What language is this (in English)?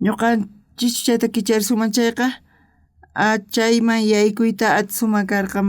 South Bolivian Quechua